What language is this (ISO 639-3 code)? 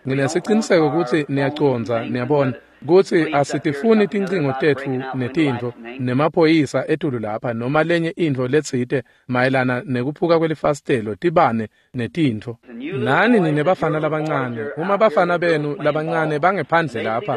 ssw